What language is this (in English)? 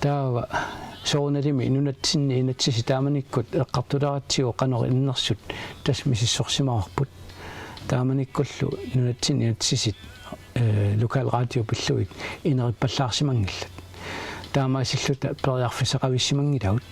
Kalaallisut